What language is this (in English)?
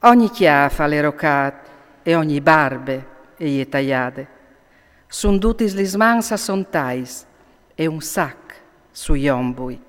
Friulian